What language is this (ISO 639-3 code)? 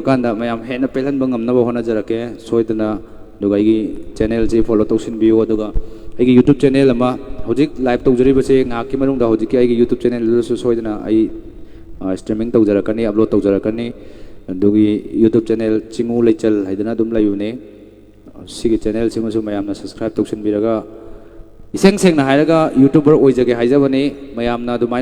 mni